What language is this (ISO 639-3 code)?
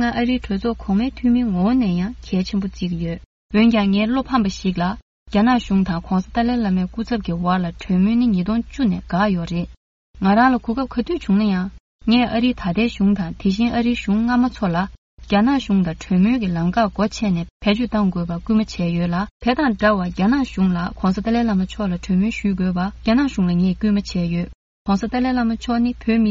bod